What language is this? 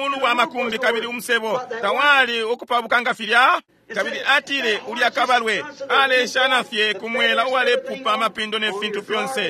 Bemba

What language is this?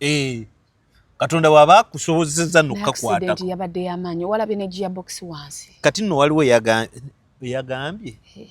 Ganda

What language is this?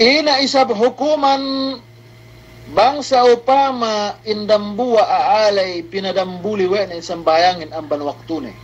Yakan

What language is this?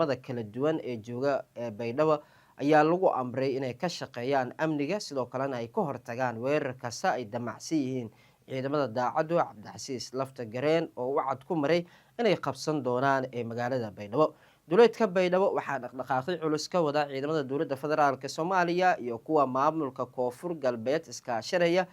Somali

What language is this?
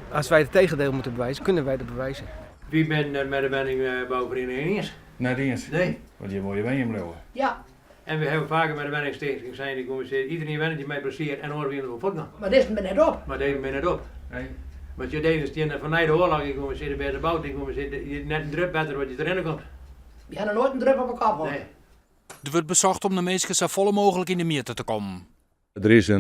Western Frisian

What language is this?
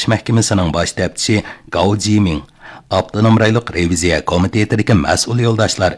Uyghur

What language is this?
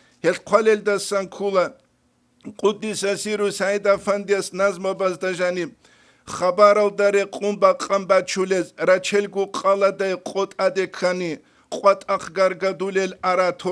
Avaric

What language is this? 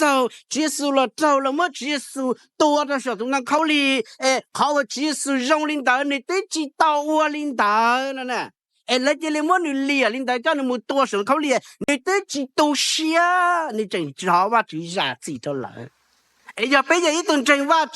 Hmong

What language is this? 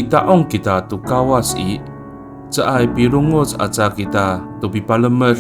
Amis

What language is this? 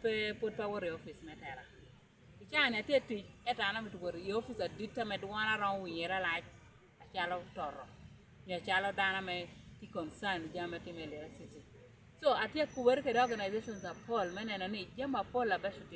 Lango (Uganda)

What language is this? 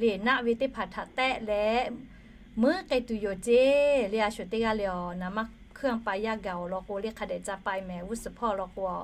Lahu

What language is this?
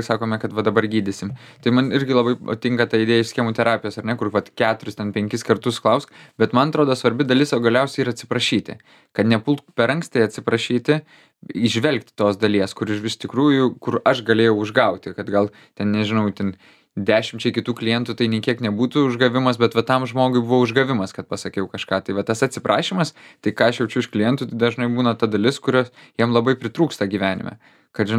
Lithuanian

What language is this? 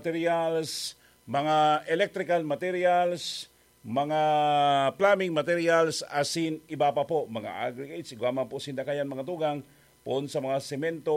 Bikol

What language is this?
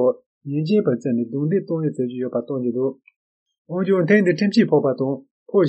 Tibetan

